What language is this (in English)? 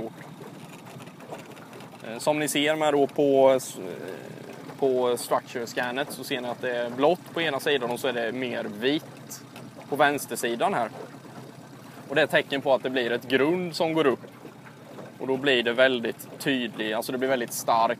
Swedish